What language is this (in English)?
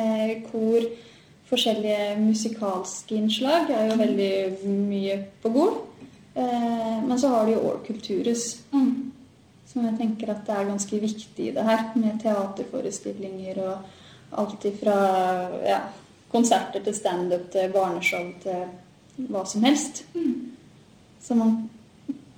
Norwegian